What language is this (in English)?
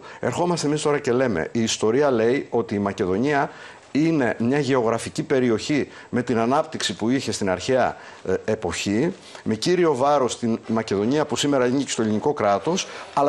Greek